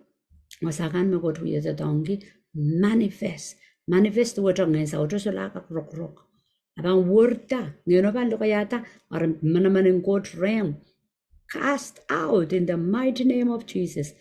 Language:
Pohnpeian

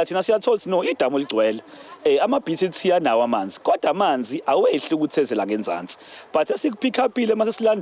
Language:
Zulu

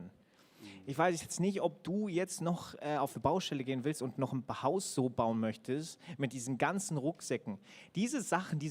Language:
Swiss German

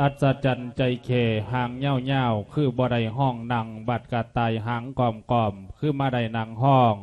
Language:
Lao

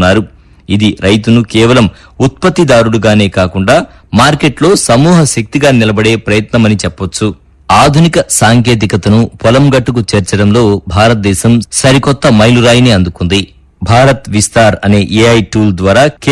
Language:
Telugu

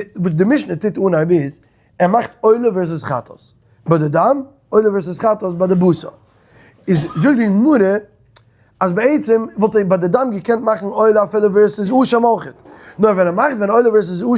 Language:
Yiddish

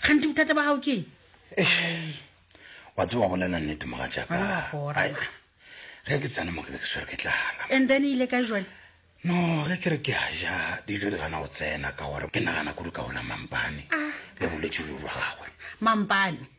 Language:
Northern Sotho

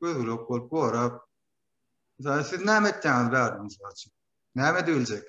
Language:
Turkmen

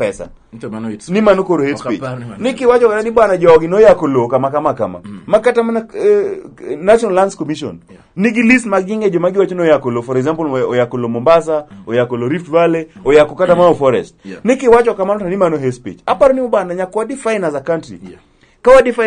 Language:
Luo (Kenya and Tanzania)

